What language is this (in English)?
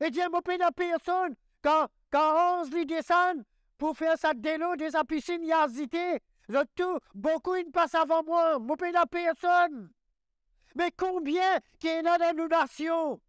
Morisyen